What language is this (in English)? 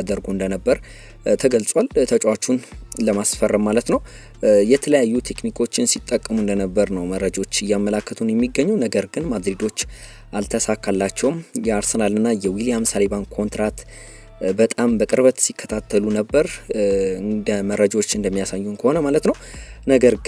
Amharic